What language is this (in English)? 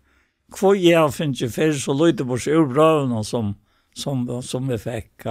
Faroese